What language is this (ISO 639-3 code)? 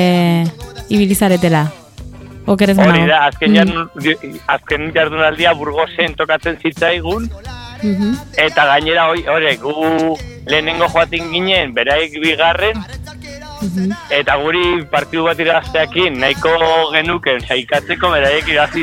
eus